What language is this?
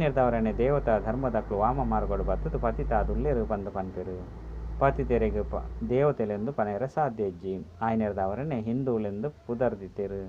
Tulu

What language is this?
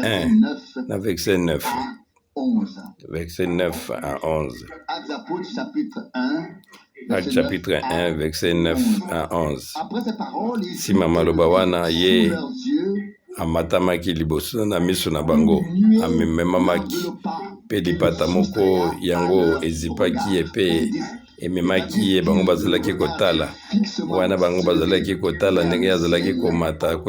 Lingala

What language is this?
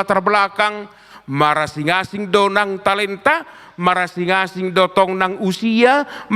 Batak Toba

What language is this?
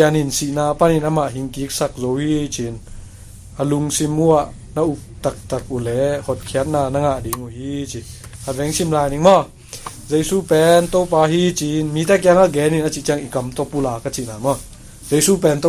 Tedim Chin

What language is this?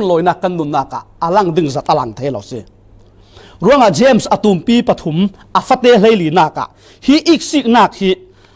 Falam Chin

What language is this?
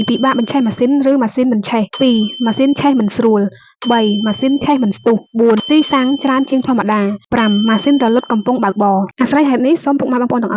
Khmer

